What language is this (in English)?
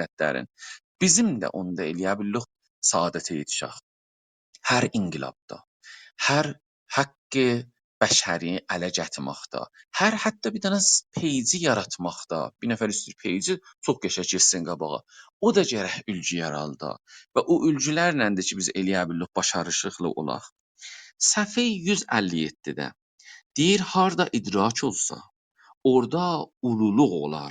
South Azerbaijani